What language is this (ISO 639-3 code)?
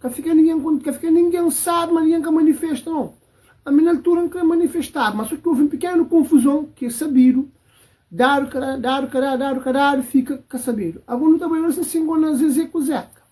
kea